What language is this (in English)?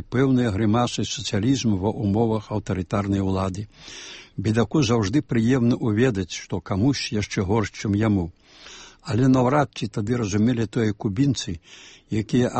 Belarusian